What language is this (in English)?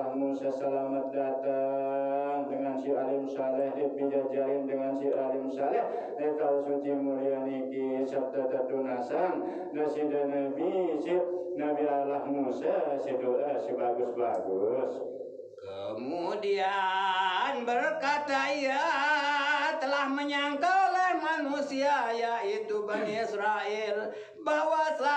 Sasak